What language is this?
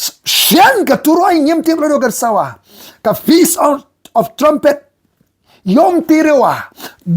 Khasi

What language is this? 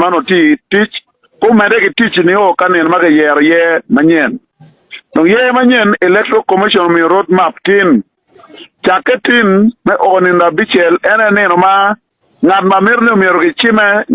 Acoli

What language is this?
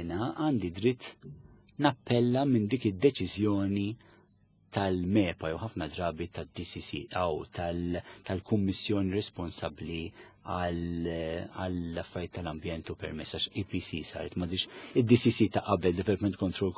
Maltese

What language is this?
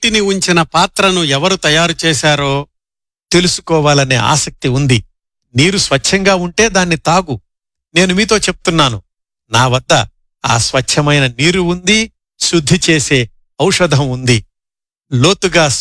Telugu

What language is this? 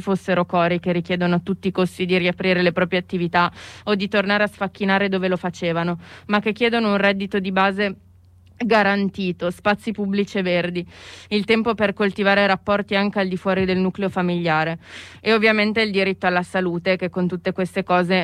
Italian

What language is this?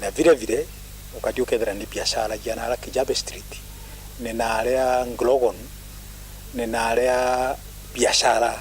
Meru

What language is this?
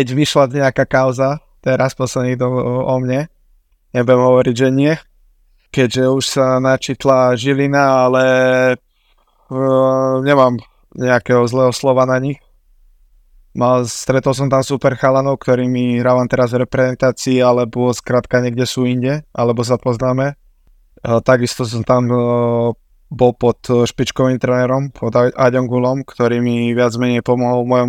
Slovak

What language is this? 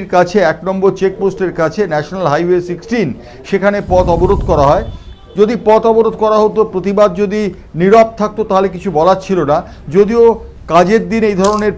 Bangla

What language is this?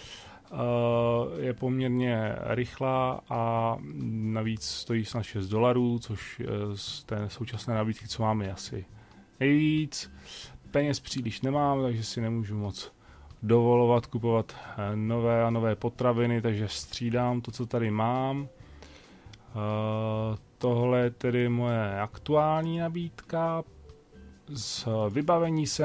Czech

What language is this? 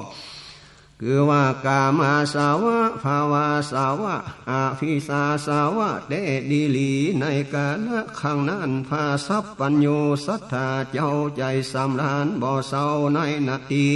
Northern Thai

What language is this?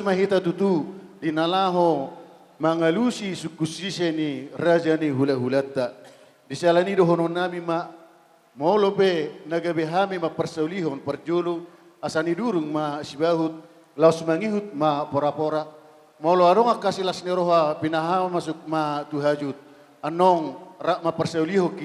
Batak Toba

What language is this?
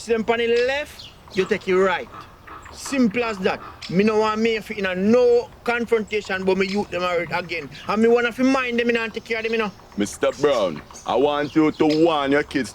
Jamaican Creole English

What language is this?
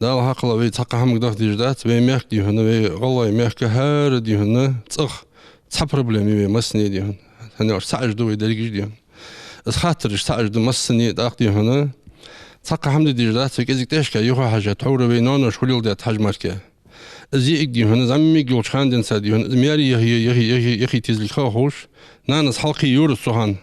Ingush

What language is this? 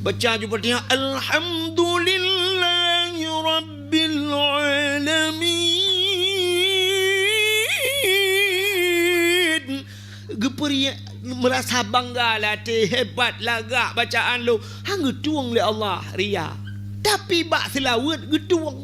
Achinese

